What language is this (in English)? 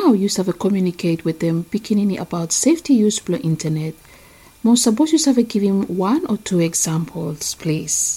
Bislama